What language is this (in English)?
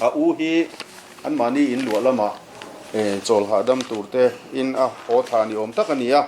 Mizo